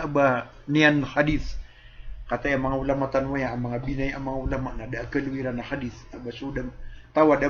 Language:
Maranao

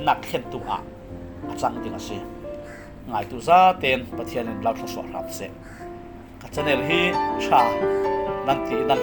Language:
Falam Chin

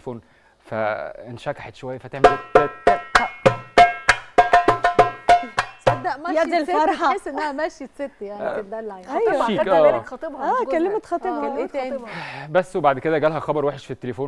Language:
Egyptian Arabic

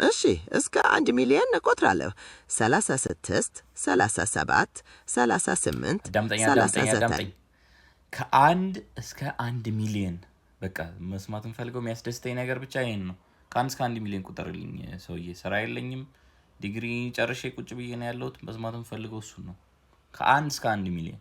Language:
Amharic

